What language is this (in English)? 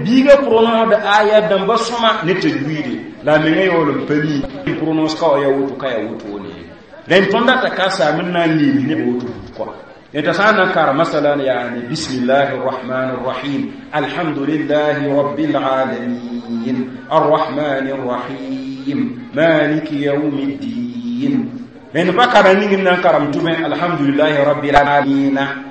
Mossi